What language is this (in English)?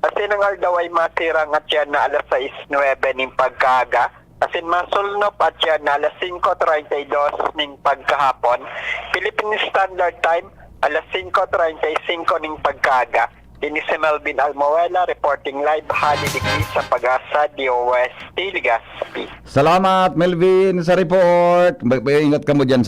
Bikol